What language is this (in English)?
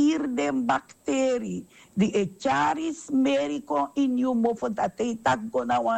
Sranan Tongo